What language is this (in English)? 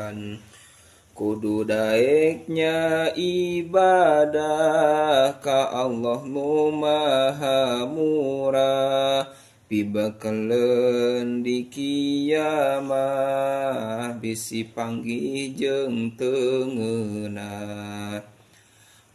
Sundanese